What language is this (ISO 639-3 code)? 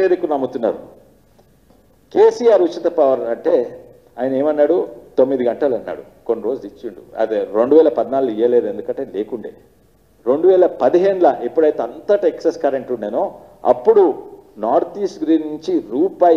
tel